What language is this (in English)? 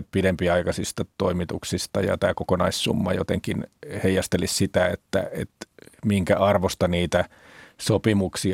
Finnish